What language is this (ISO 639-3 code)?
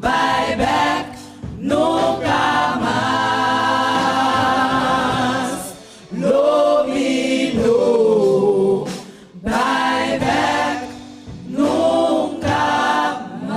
pap